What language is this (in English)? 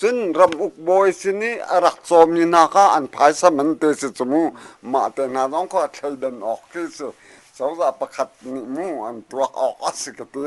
Hakha Chin